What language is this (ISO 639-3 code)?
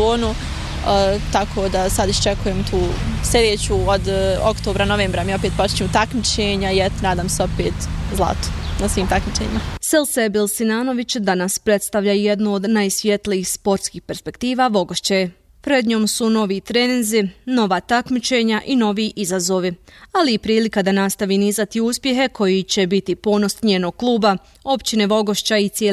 bos